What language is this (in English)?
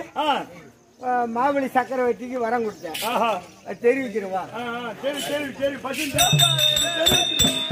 Tamil